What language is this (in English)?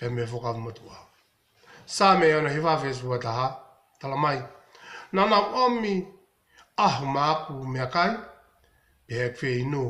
Tongan